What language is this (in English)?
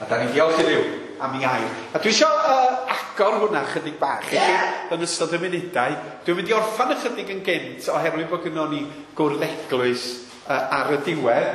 Welsh